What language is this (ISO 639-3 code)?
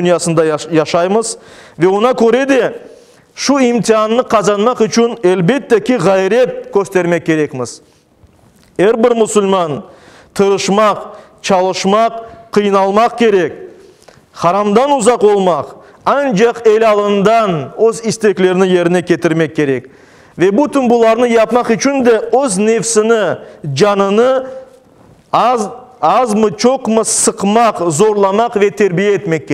crh